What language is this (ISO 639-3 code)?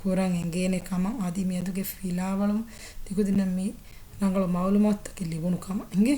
div